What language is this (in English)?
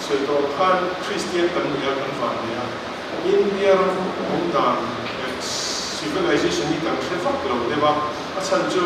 Mizo